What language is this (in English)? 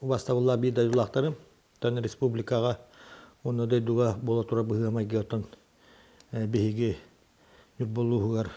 Yakut